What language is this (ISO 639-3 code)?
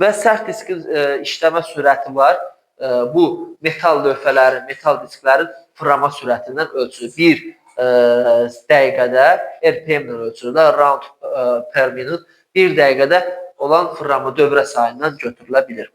aze